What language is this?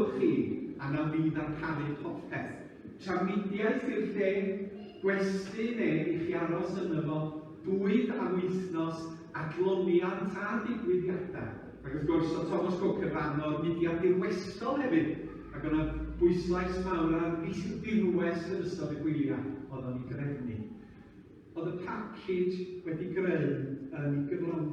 Welsh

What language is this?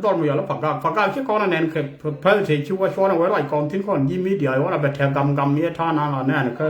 Nuer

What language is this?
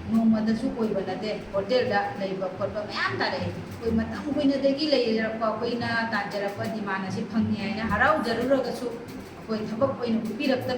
Manipuri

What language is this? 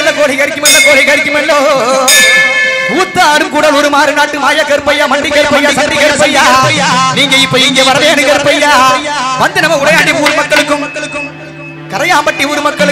Tamil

